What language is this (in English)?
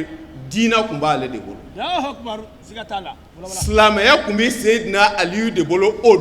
Bambara